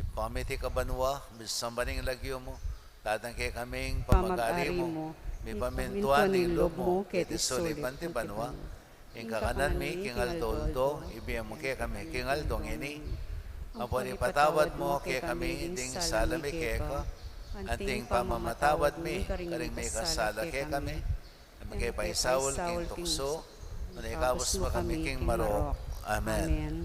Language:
Pampanga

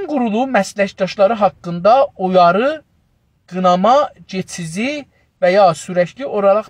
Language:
South Azerbaijani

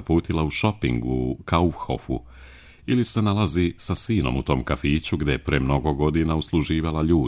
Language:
Serbian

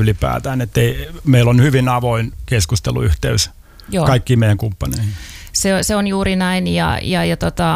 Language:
Finnish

